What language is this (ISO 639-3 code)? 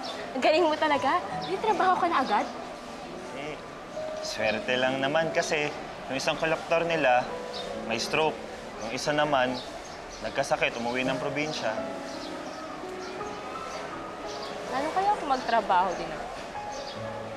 fil